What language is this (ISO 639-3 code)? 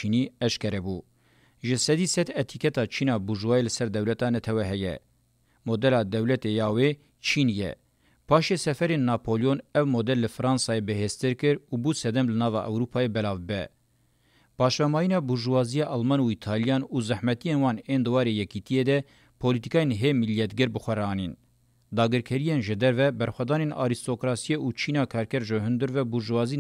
kur